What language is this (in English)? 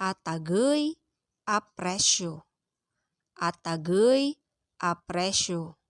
Pangasinan